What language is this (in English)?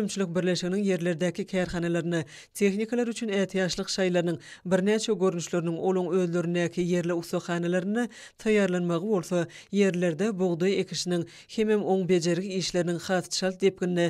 Turkmen